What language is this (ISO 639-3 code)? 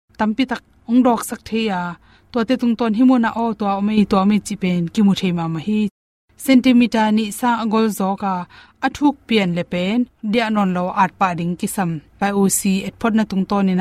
ctd